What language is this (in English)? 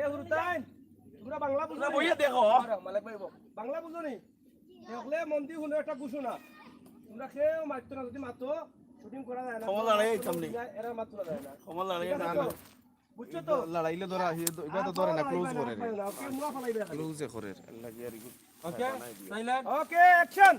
Sylheti